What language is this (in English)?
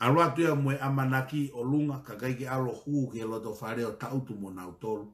Tongan